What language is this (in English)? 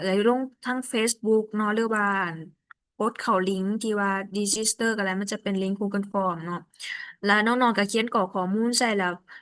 Lao